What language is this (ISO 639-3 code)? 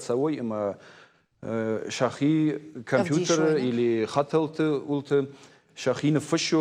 oss